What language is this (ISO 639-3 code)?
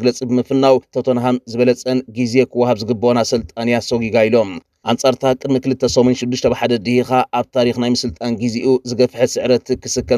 tir